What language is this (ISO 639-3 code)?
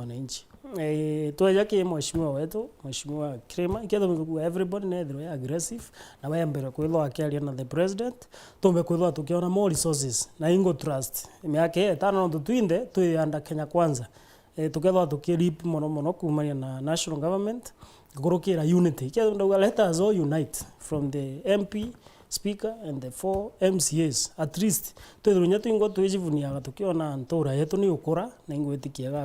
mer